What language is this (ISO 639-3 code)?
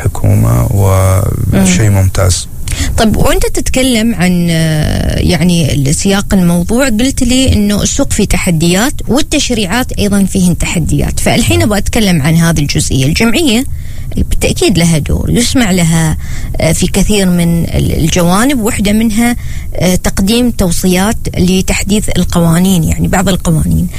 ara